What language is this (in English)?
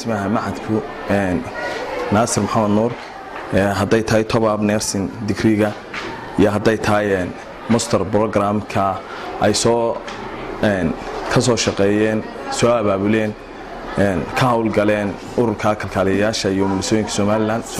Somali